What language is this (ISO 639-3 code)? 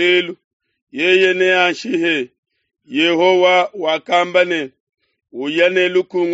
lua